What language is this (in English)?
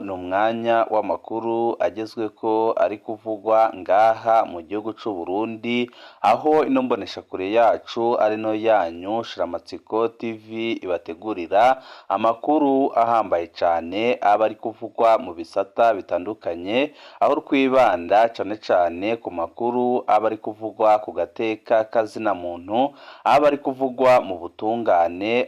Rundi